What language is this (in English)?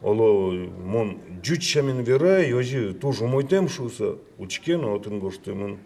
Udmurt